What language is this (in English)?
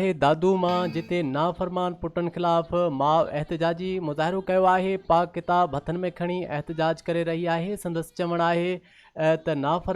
Sindhi